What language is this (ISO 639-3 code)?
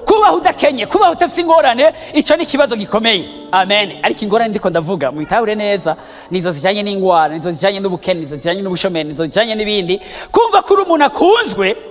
run